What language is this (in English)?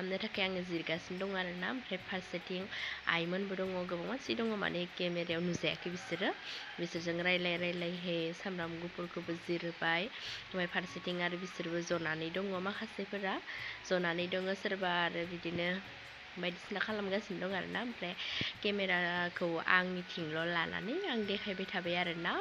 Bodo